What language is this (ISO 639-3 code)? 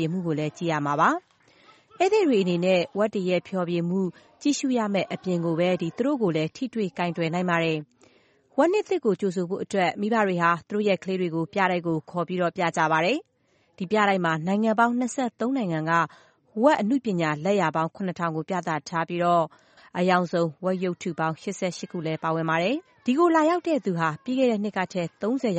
mya